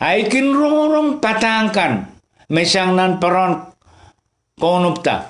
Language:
Pohnpeian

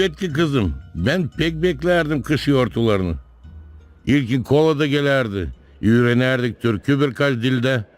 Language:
Gagauz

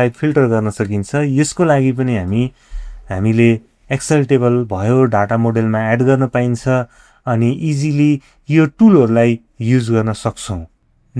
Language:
Nepali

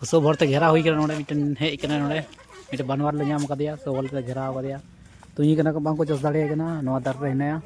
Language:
Santali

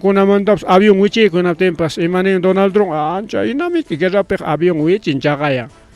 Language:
Ayacucho Quechua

